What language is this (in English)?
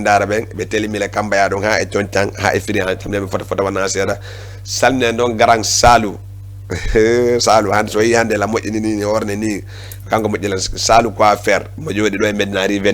Fula